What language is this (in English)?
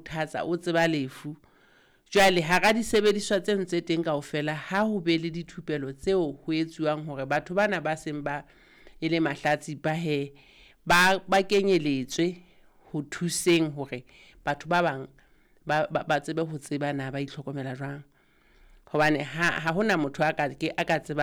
Southern Sotho